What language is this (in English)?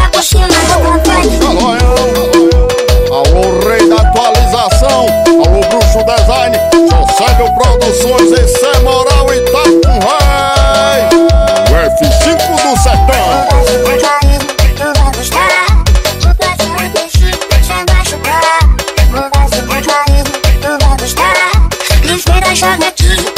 Portuguese